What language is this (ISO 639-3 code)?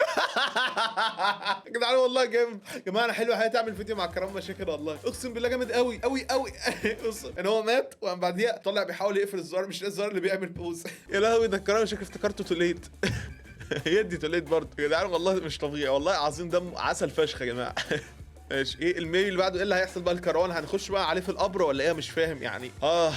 arz